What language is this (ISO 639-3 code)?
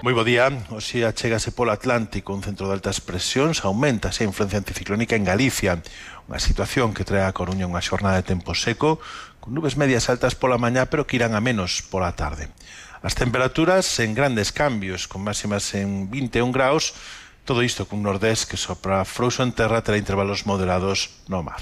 glg